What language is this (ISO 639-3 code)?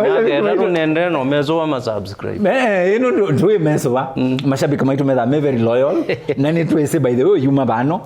kam